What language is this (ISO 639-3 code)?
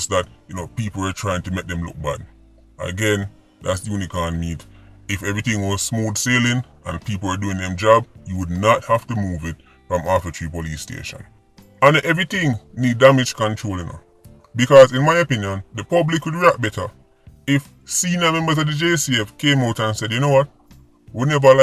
jam